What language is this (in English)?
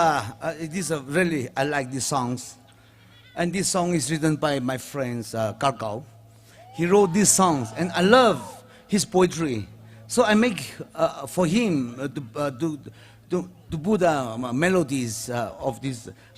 Tangkhul Naga (India)